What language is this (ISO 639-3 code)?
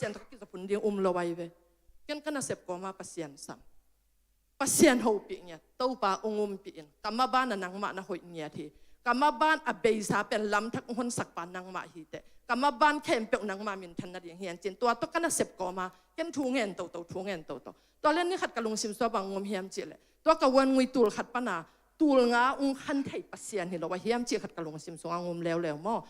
ctd